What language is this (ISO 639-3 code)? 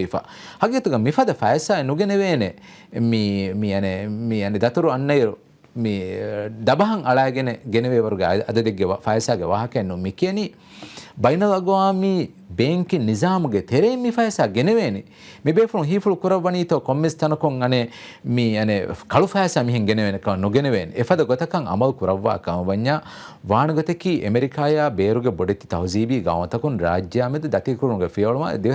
div